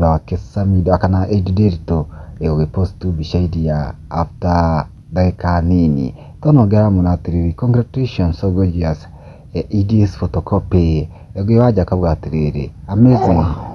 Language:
Kikuyu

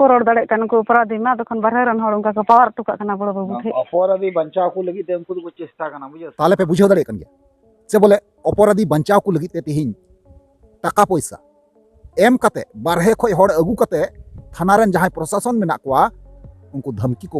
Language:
Santali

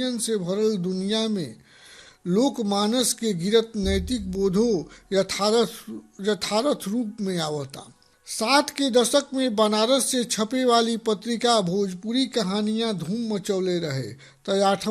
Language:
Bhojpuri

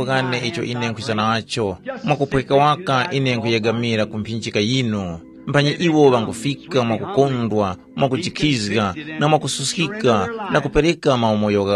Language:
Tumbuka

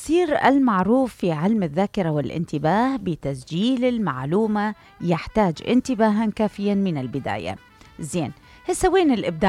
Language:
Mesopotamian Arabic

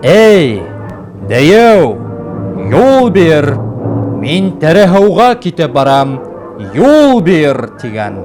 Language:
Bashkir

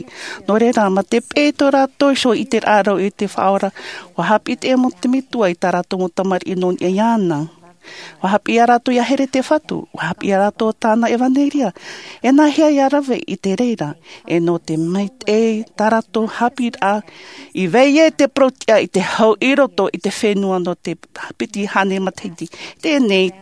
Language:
Tahitian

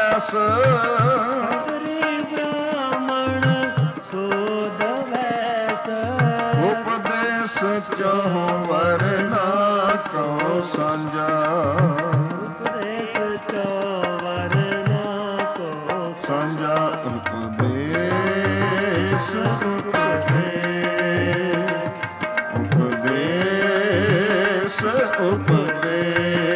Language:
Punjabi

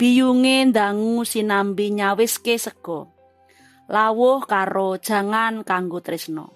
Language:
Javanese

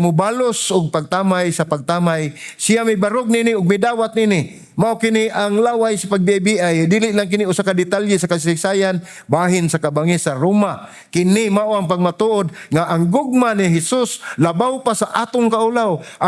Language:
Cebuano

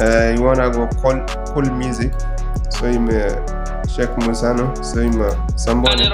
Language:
Zarma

